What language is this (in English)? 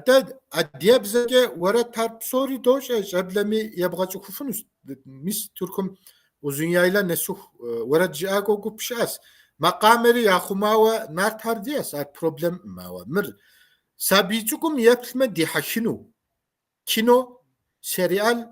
Kabardian